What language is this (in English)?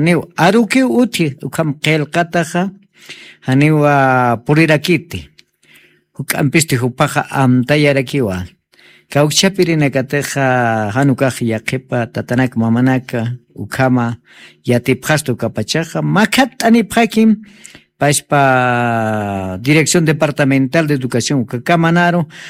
Aymara